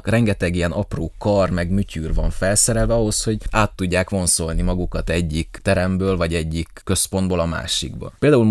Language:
Hungarian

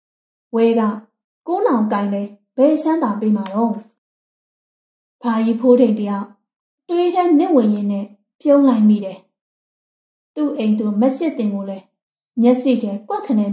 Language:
Burmese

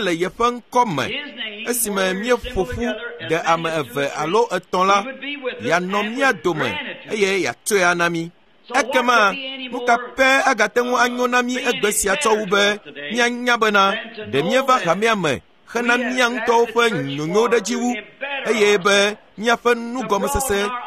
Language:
Ewe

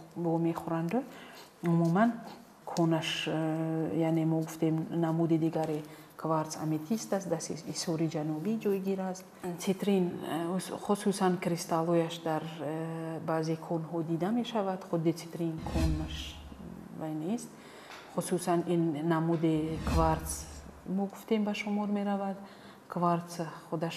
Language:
Tajik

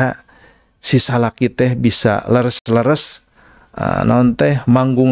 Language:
Sundanese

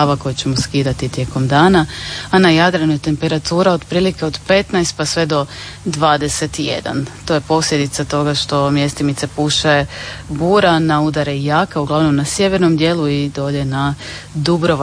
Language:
Croatian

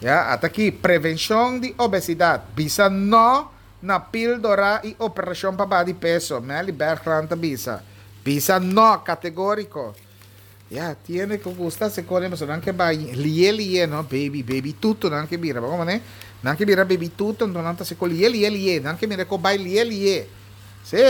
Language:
Papiamento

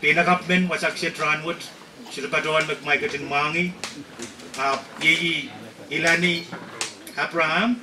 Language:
Pohnpeian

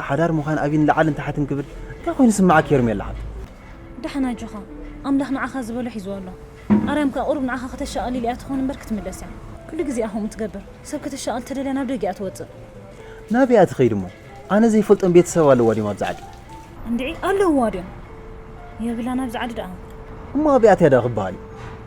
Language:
Tigrinya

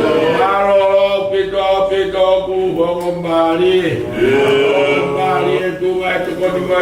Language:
Tongan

